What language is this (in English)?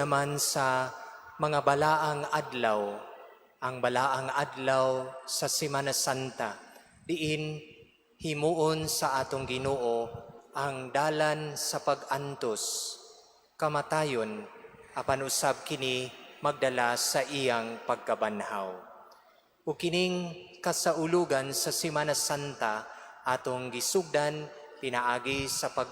Cebuano